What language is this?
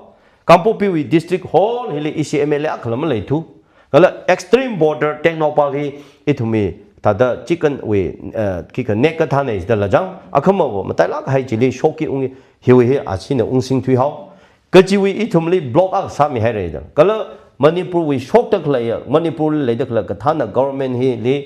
Tangkhul Naga (India)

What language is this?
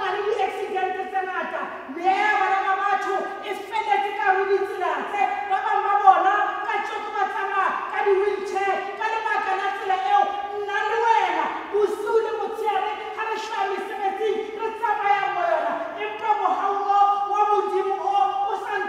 Tswana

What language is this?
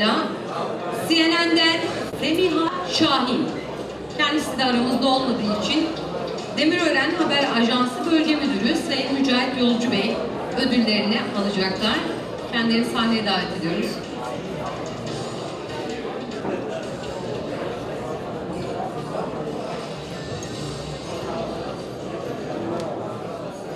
Turkish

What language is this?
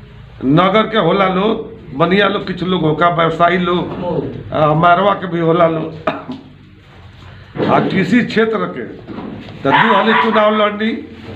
Bhojpuri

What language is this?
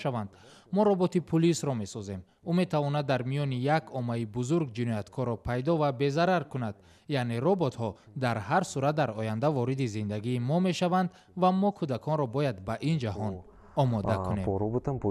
Tajik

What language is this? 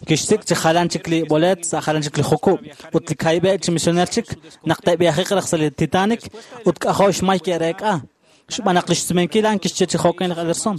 Kekchí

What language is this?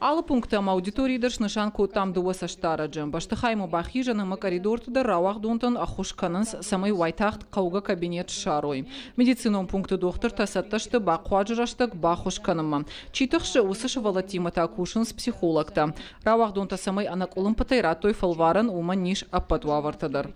Ossetic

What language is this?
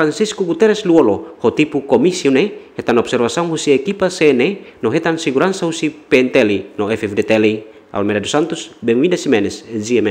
Tetum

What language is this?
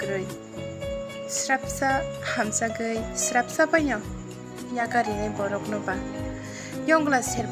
Kok Borok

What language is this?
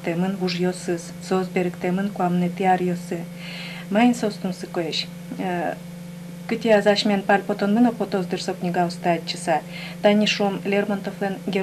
Udmurt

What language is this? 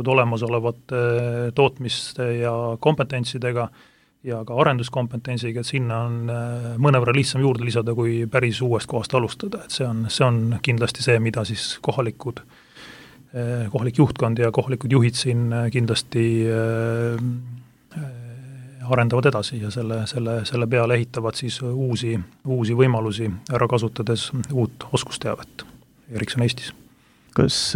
Estonian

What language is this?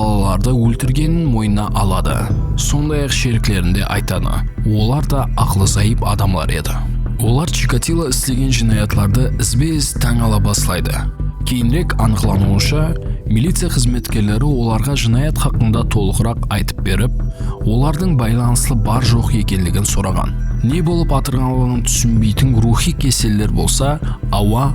Kara-Kalpak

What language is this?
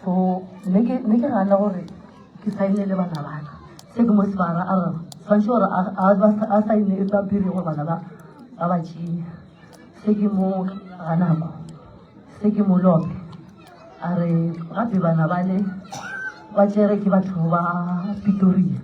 Northern Sotho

